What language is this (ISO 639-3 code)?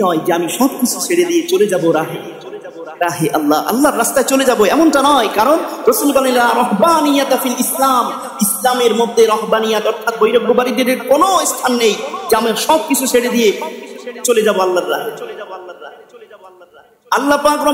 ben